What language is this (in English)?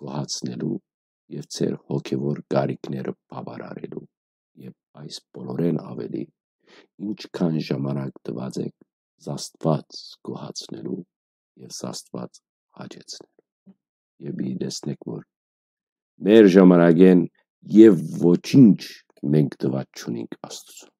Western Armenian